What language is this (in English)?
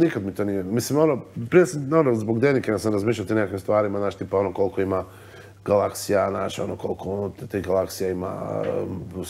Croatian